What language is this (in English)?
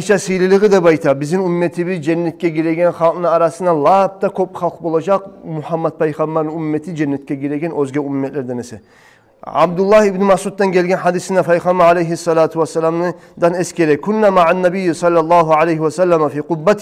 Kumyk